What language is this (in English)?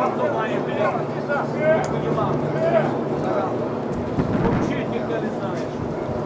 Ukrainian